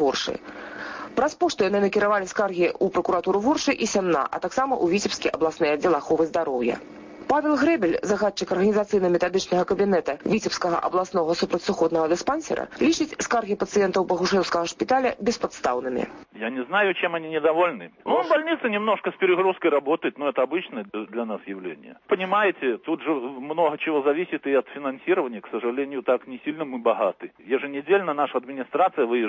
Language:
Belarusian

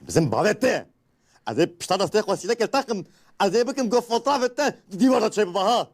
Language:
Kurdish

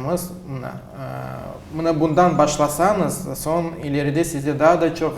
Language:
Crimean Tatar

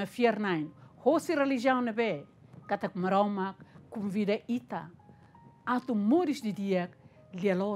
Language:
Tetum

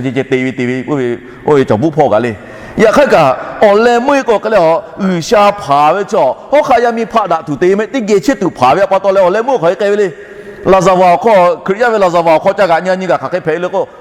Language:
Lahu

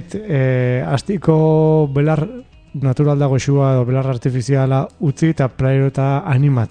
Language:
Basque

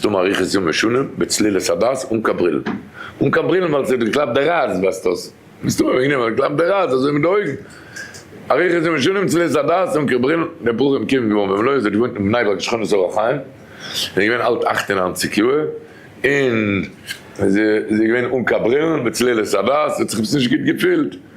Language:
Yiddish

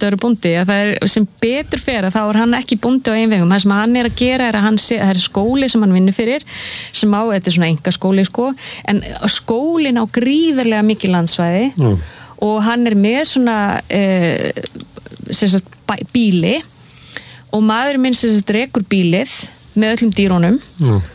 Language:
Icelandic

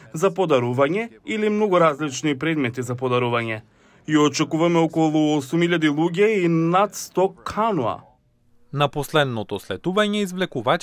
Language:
Macedonian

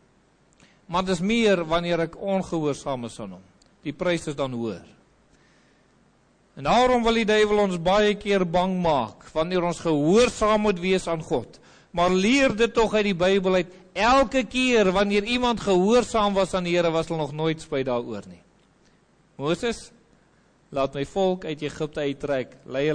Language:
Afrikaans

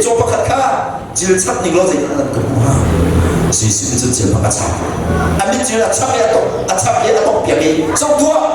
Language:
Hakha Chin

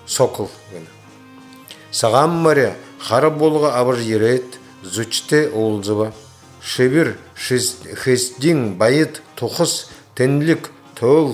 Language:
Buriat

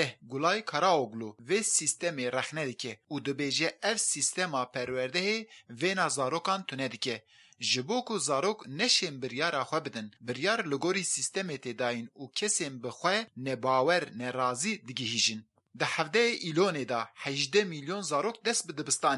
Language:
Kurdish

